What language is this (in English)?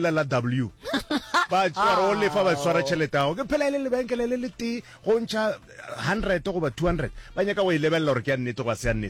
Northern Sotho